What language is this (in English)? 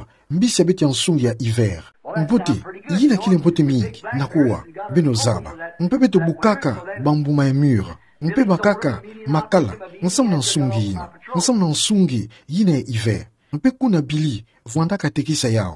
Kituba (Democratic Republic of Congo)